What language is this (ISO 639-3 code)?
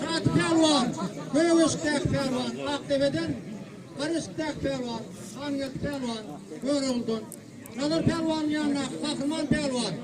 tuk